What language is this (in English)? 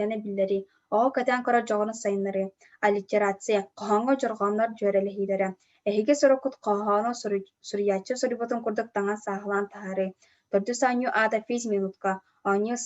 Yakut